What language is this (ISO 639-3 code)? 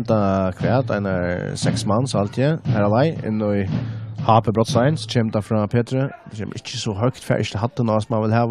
fao